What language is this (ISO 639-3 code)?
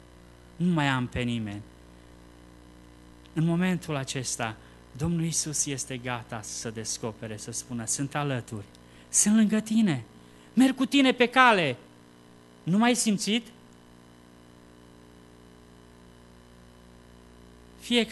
ron